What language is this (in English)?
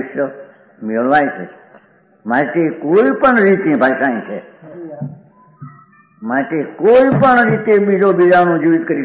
Gujarati